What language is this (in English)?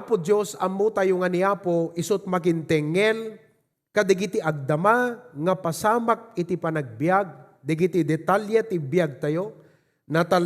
Iloko